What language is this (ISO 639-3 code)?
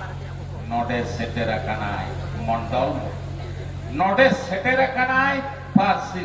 sat